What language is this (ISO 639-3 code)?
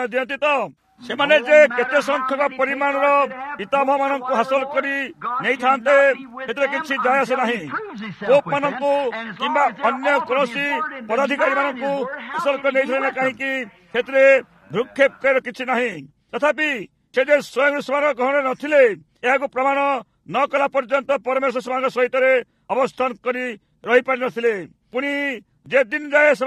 ori